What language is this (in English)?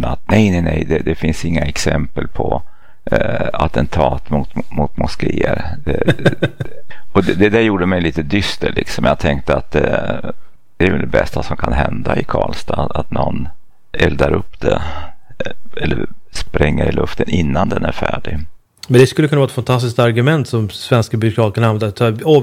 Swedish